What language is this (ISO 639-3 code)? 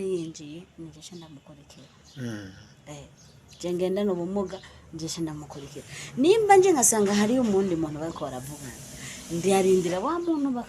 run